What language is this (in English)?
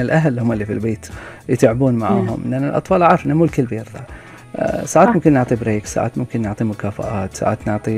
Gulf Arabic